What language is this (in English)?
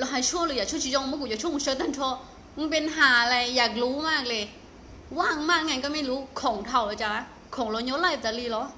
Hmong